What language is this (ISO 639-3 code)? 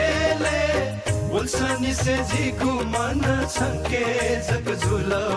new